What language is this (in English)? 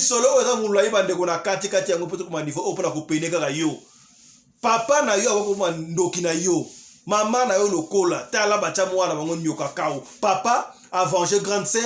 Lingala